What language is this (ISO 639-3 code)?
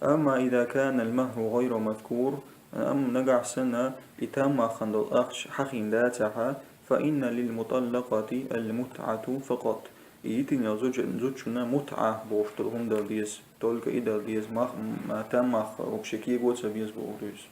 che